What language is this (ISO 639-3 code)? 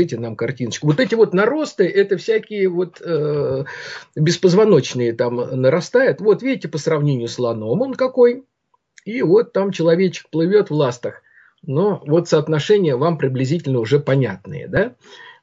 rus